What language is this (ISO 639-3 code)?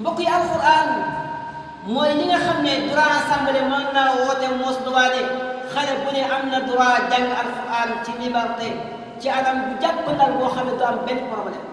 wol